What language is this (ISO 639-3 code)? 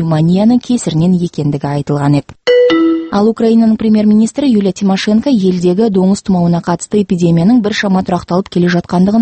kaz